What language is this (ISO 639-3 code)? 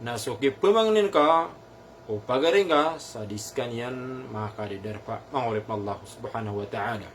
mrw